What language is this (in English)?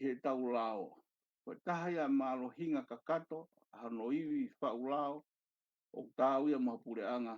Tongan